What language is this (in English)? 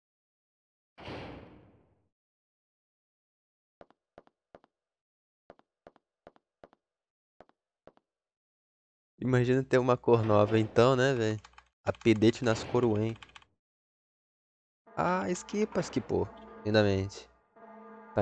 Portuguese